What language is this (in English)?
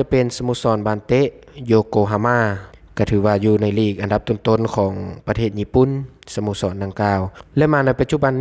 Lao